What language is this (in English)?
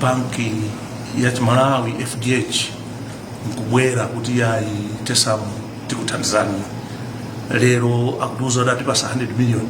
Nyanja